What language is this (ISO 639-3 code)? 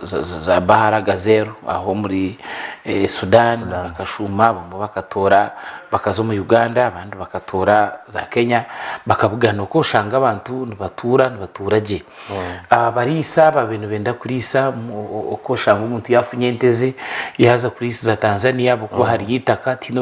nyn